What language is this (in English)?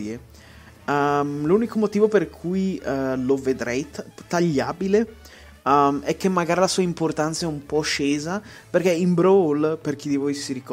Italian